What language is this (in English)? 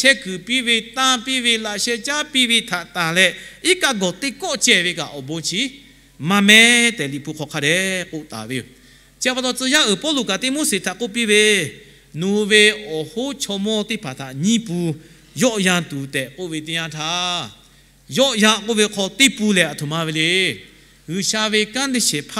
Lahu